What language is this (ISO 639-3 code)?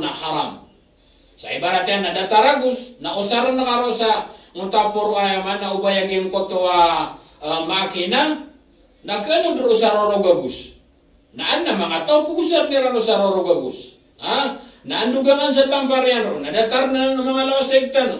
mrw